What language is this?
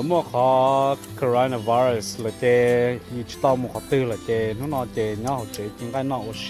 Hmong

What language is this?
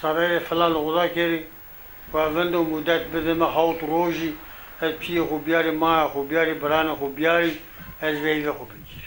Zaza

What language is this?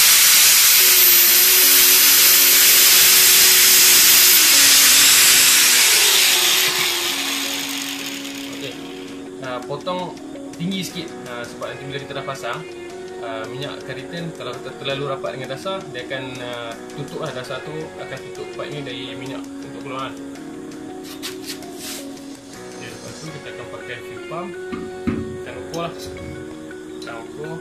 Malay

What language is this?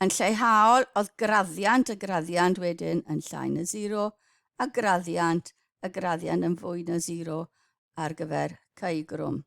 Welsh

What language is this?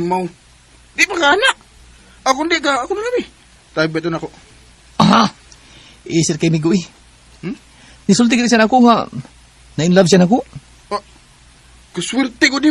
Cebuano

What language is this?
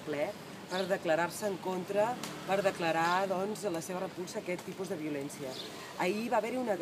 Catalan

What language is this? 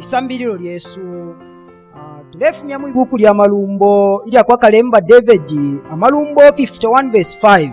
Bemba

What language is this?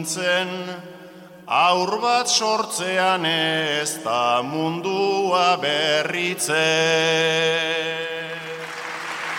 Basque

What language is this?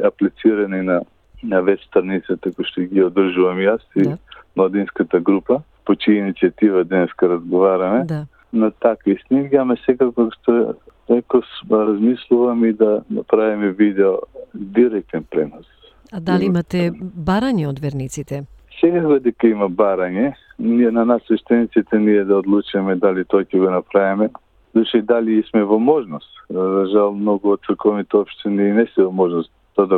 Macedonian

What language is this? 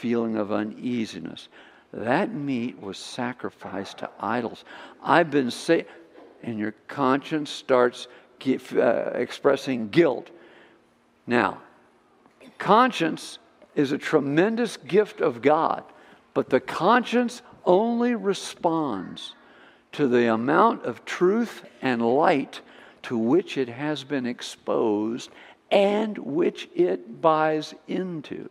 English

